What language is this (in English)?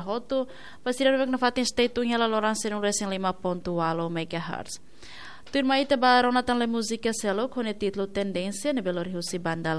Tetum